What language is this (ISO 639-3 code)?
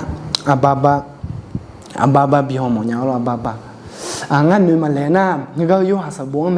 ahk